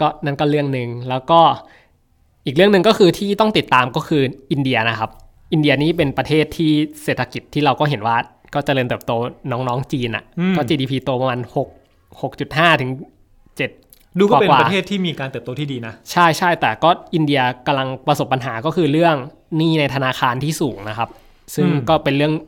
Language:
Thai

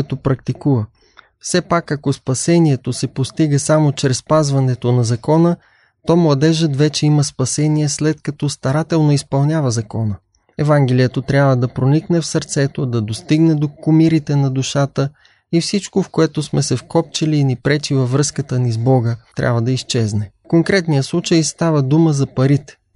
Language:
Bulgarian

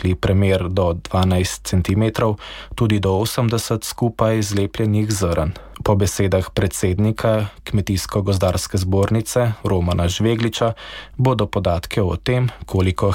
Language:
Slovenian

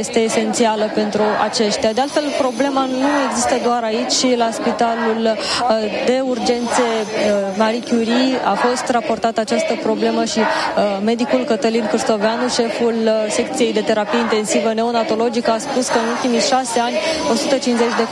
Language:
Romanian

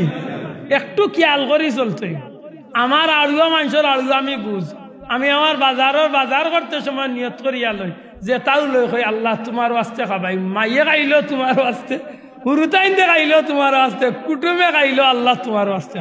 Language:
Sylheti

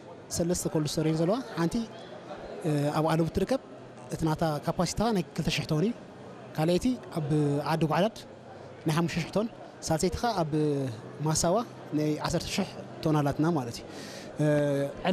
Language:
Tigrinya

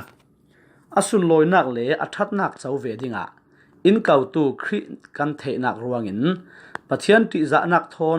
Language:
Falam Chin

